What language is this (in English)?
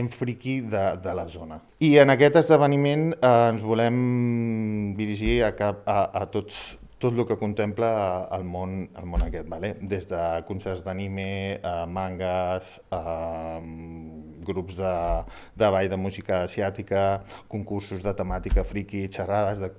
Catalan